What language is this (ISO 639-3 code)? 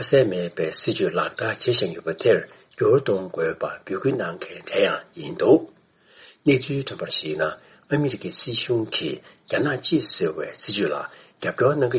bod